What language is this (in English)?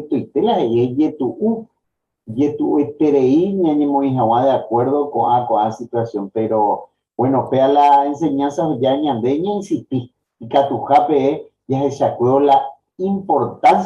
Guarani